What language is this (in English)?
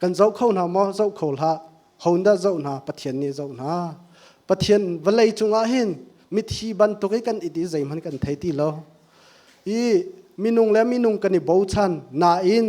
Hakha Chin